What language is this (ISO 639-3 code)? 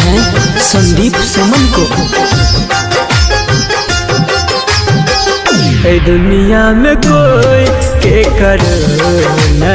bho